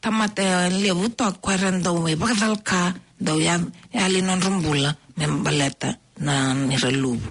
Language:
Fijian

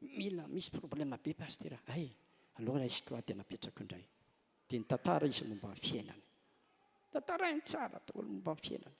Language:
Malagasy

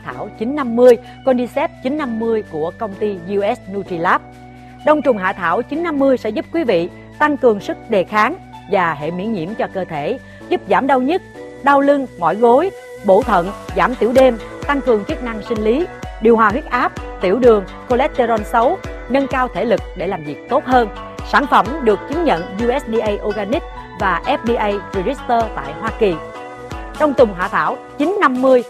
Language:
Vietnamese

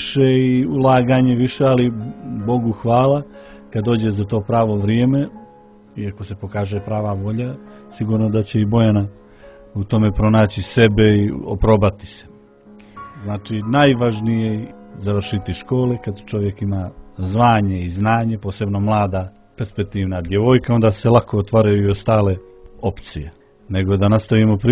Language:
Serbian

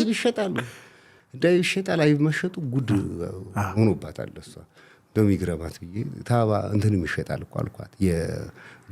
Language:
Amharic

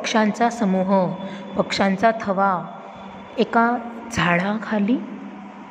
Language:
Marathi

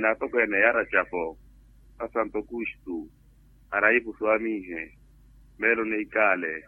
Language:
Makhuwa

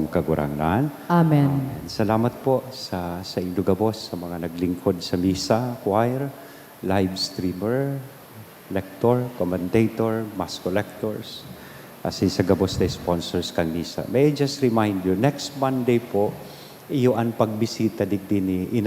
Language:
Bikol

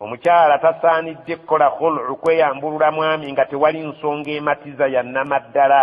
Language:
Ganda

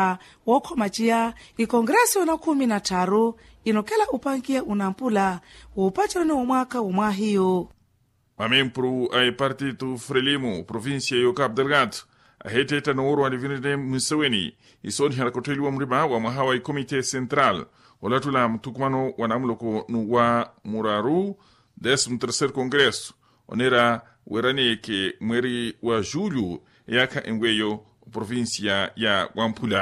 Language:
Makhuwa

